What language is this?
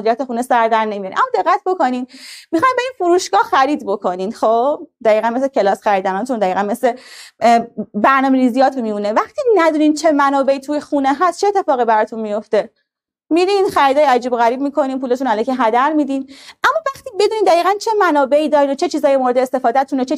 Persian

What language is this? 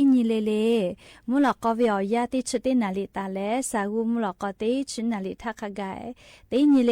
Lahu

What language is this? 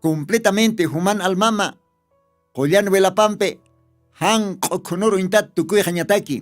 Aymara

